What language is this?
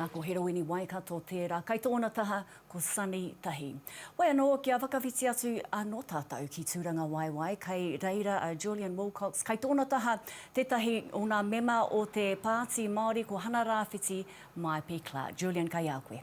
Māori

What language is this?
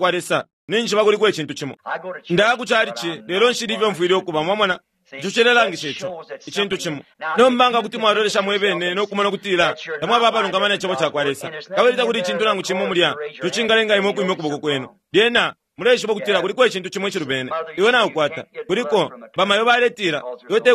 Bemba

